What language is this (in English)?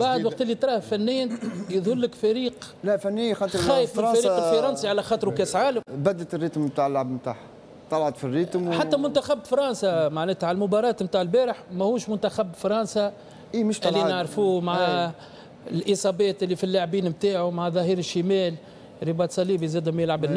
Tunisian Arabic